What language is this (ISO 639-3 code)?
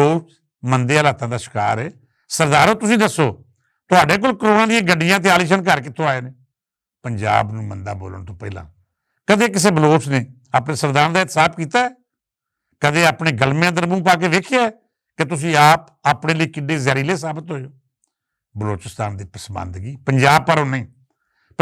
lah